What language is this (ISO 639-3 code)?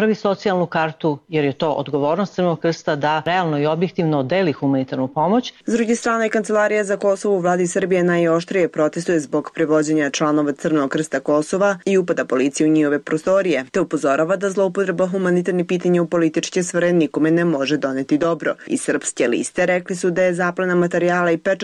srp